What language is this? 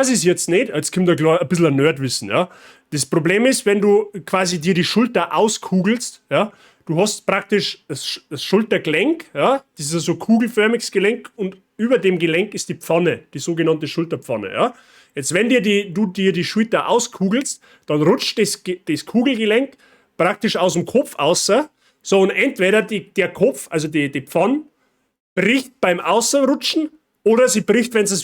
Bavarian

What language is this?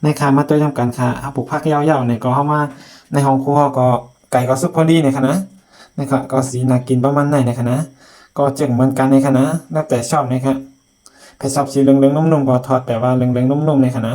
Shan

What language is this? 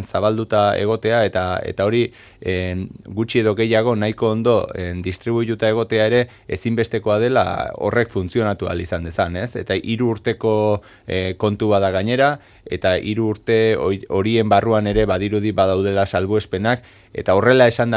Basque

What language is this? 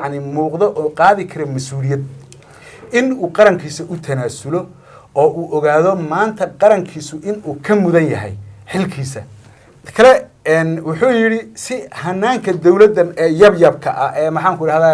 Somali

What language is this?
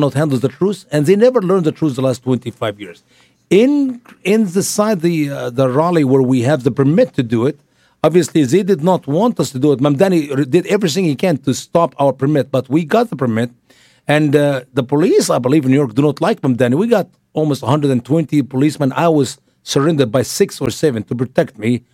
English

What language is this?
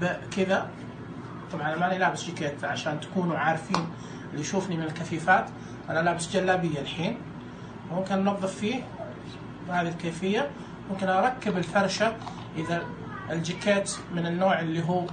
Najdi Arabic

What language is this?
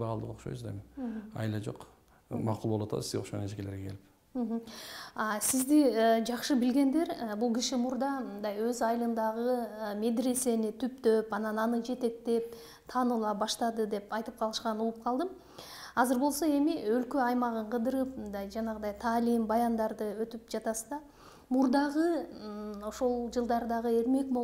Kyrgyz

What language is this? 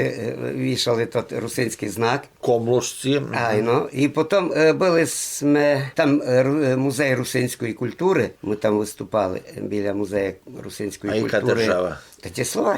Rusyn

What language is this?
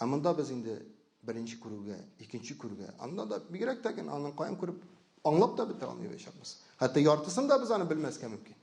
Tatar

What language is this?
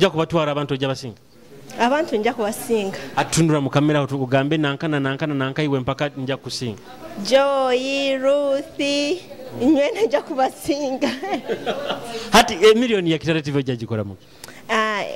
Nyoro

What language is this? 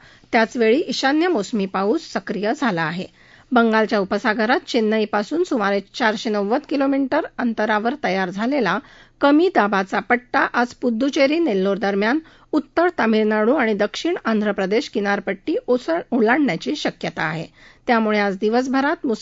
Marathi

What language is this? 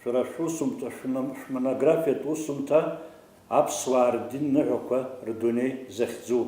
Abkhazian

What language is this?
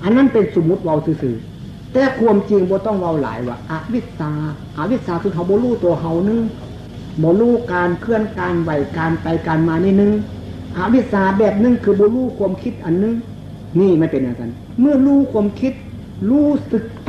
Northeastern Thai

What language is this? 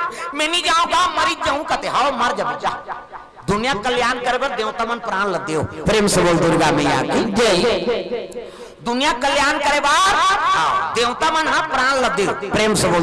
Chhattisgarhi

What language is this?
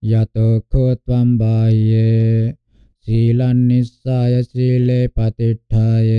Pali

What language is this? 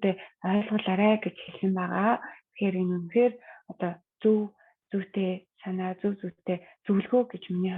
Mongolian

